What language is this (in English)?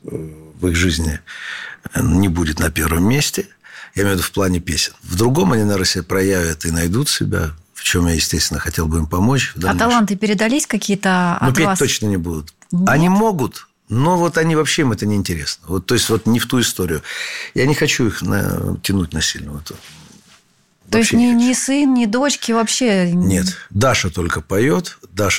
Russian